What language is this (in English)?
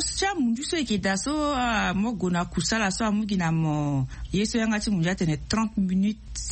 Sango